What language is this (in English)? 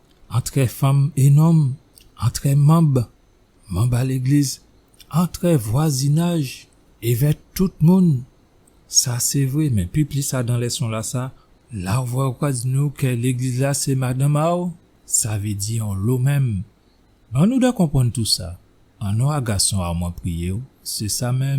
Guadeloupean Creole French